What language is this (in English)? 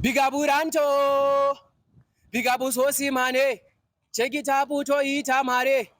Shona